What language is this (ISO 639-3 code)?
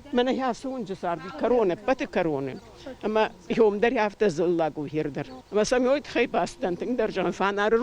oss